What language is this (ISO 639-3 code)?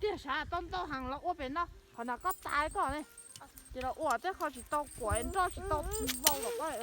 hmn